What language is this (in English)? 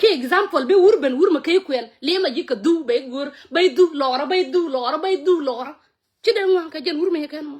Nuer